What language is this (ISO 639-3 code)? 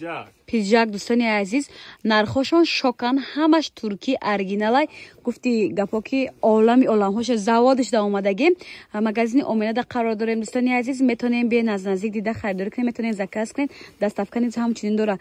tgk